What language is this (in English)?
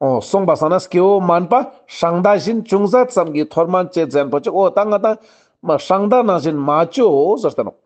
Ladakhi